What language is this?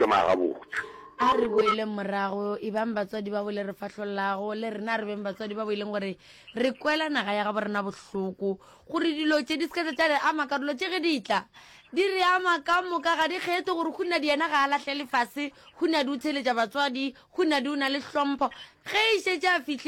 Northern Sotho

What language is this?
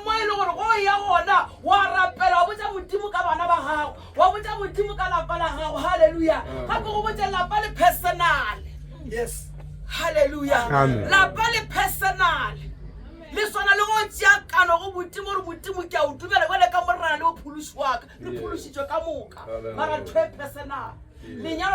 Northern Sotho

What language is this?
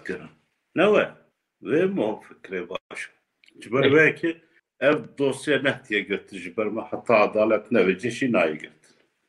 Kurdish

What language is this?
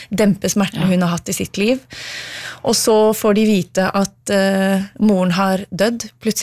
Norwegian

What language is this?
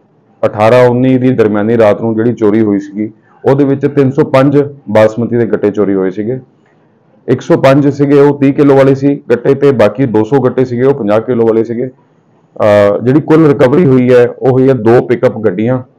Punjabi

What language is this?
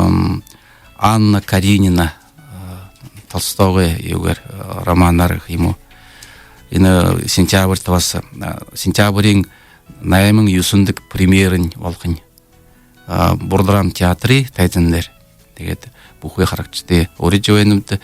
Buriat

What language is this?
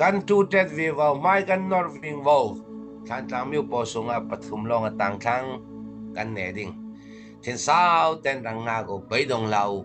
Falam Chin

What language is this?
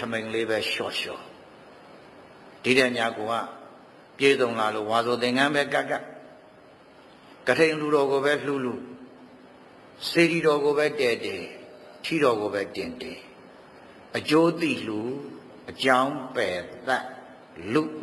Burmese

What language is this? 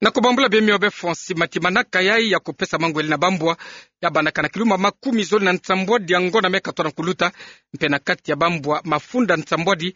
Kituba (Democratic Republic of Congo)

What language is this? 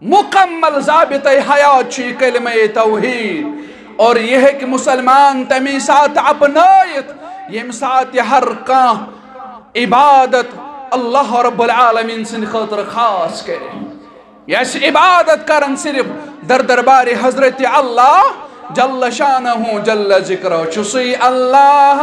Kashmiri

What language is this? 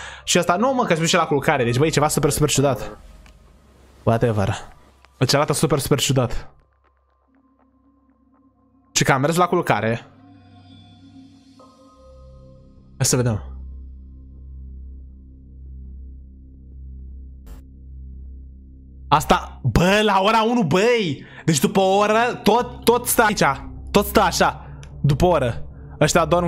Romanian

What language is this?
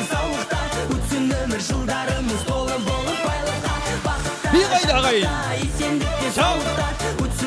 Kara-Kalpak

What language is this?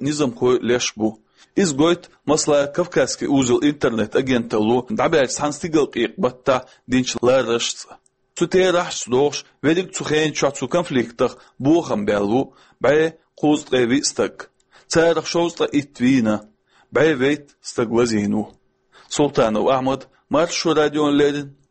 Chechen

